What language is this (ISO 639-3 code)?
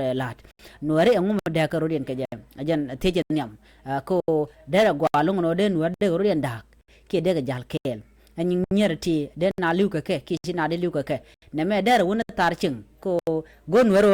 nus